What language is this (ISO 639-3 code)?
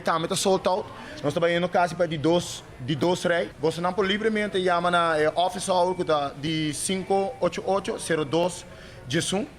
pap